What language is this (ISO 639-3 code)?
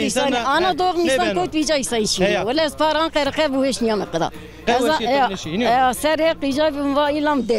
zza